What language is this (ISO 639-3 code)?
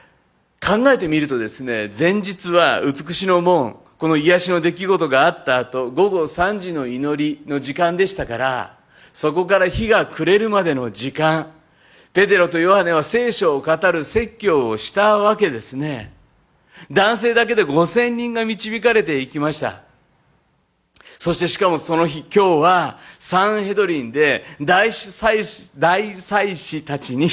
jpn